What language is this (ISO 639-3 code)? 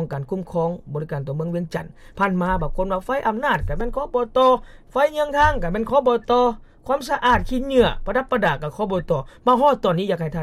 lao